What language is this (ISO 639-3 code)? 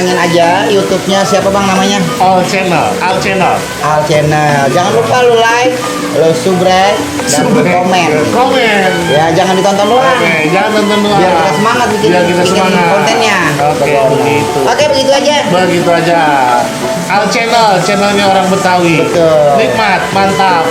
bew